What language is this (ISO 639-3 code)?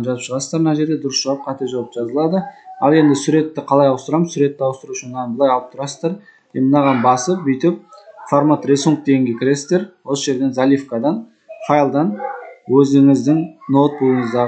kaz